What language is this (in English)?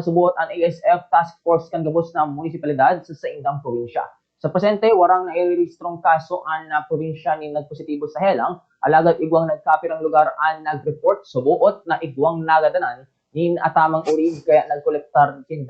Bikol